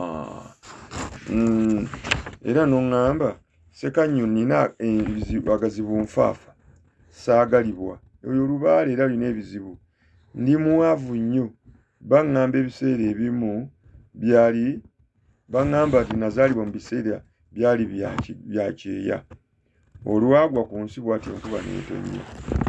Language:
Ganda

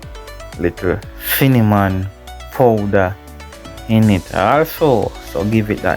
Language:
Jamaican Creole English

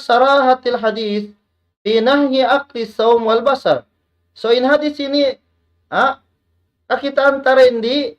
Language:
Tausug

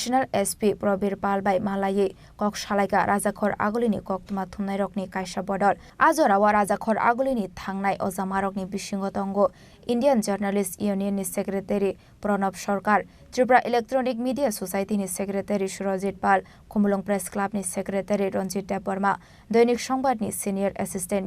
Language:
Kok Borok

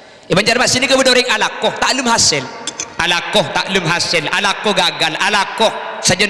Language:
Madurese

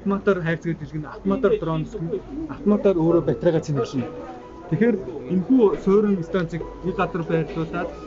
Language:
Mongolian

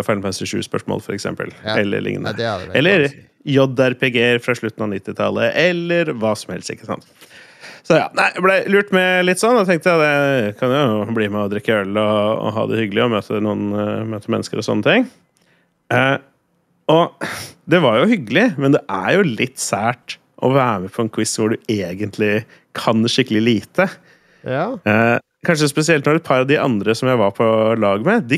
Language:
Norwegian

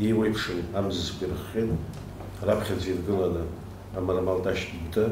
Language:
Abkhazian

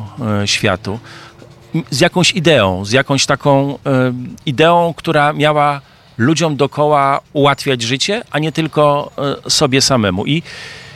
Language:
Polish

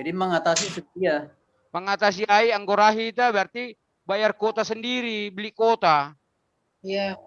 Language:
Batak Simalungun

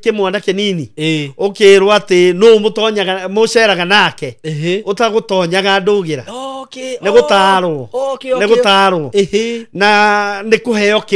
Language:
Kikuyu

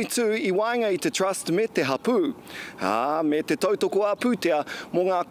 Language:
Māori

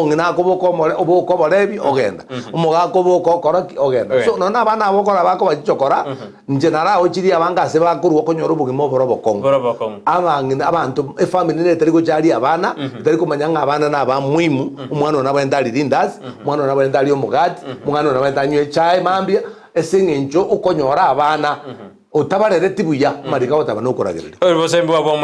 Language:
Gusii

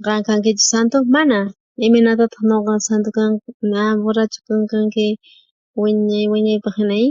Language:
South Bolivian Quechua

